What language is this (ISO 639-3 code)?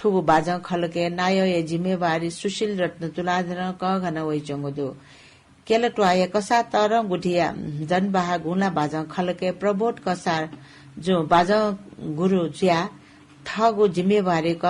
new